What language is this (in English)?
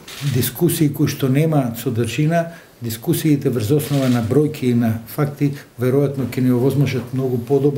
Macedonian